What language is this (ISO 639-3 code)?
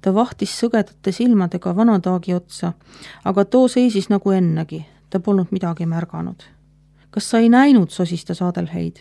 est